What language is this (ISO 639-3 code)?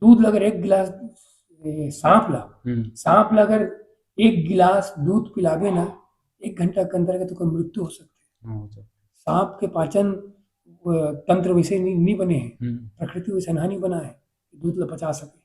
hne